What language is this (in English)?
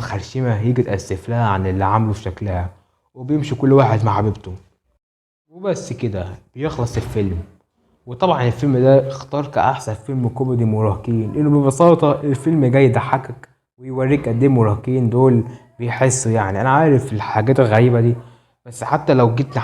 Egyptian Arabic